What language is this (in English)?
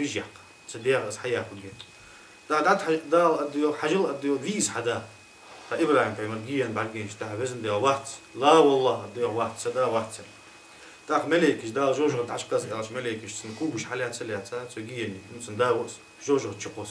Ingush